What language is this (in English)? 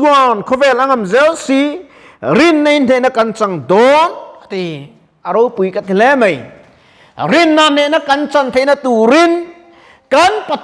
Mizo